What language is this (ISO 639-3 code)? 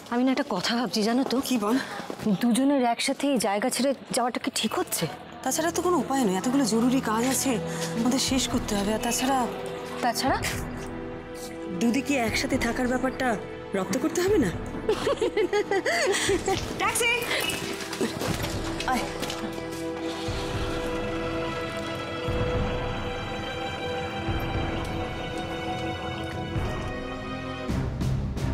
ben